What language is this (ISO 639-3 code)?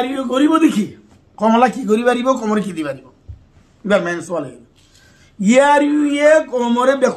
rhg